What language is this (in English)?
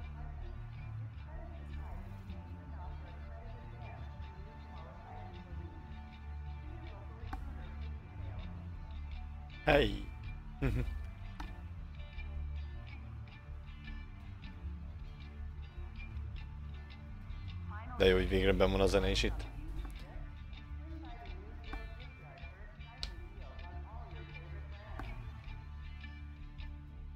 Hungarian